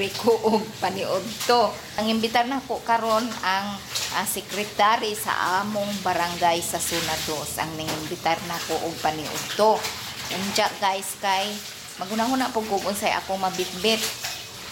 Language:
Cebuano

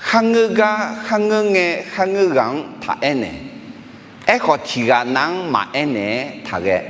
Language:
Akha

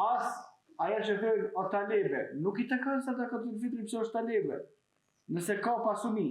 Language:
Albanian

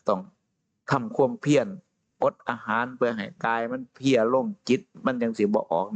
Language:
Northeastern Thai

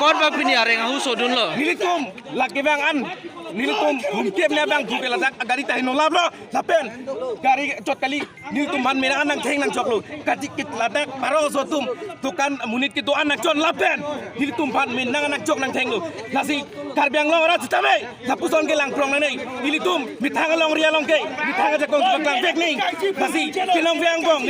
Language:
Karbi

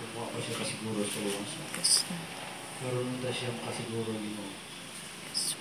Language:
Cebuano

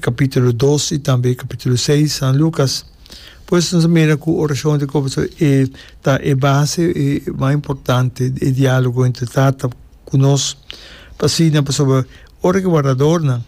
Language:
Papiamento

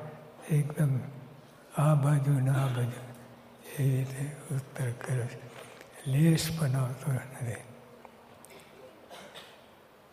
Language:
Gujarati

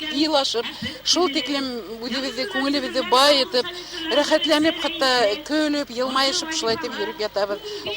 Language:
Bashkir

